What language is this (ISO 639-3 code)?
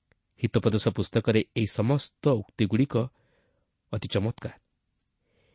ori